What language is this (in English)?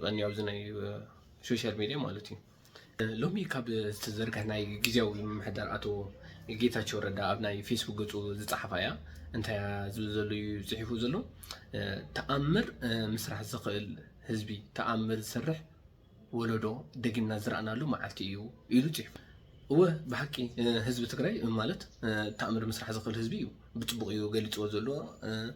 Tigrinya